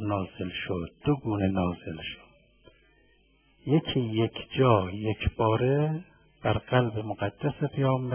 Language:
Persian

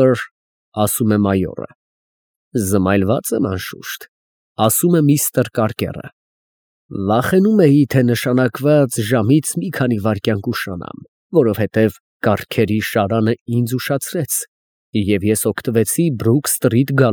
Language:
Armenian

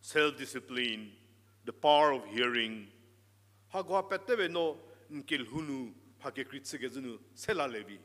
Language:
Angami Naga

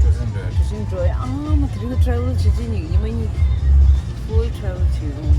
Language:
Tibetan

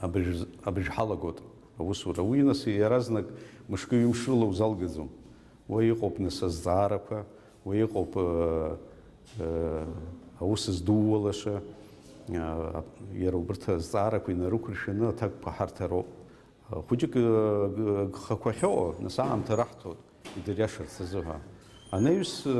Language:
Abkhazian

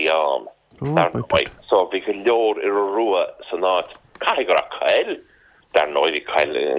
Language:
Irish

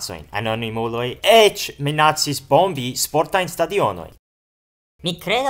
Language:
Esperanto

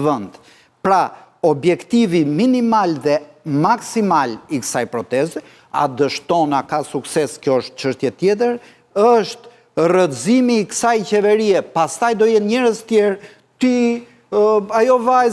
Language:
Albanian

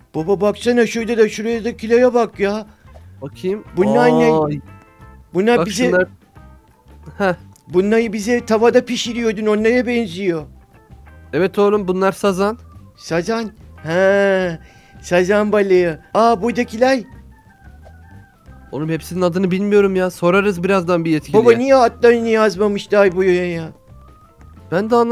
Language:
Turkish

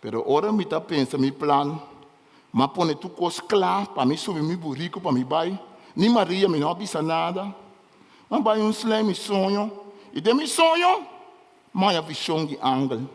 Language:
Papiamento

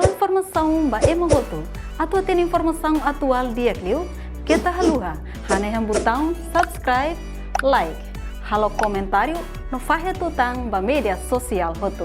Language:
Tetum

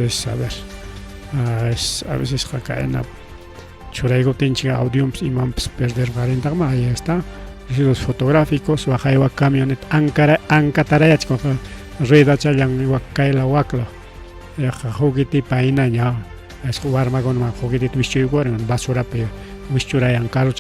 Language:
Ayacucho Quechua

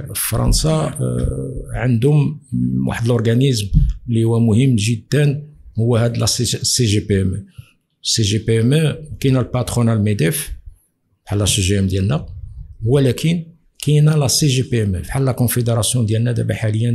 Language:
Moroccan Arabic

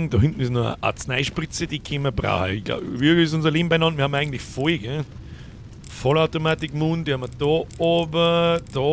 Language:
Bavarian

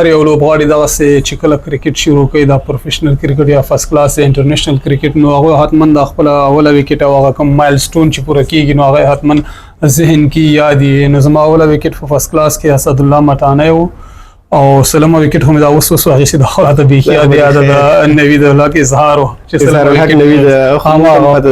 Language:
Pashto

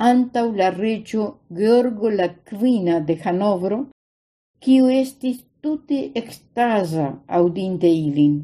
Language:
Esperanto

